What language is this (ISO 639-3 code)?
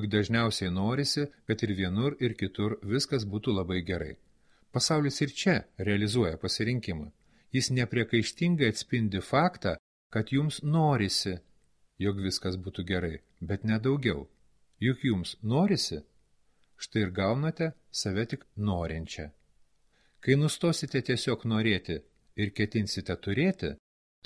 lit